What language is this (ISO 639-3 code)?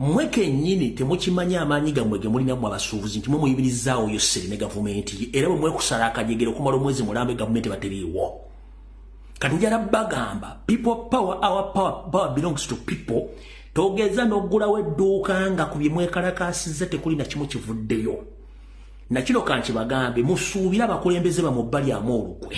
lug